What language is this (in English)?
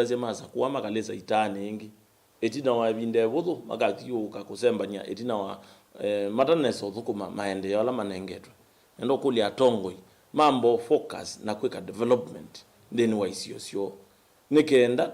Kamba